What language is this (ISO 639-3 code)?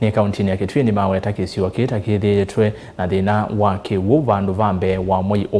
kam